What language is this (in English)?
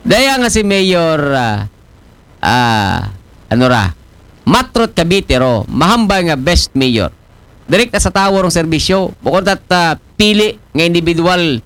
Aklanon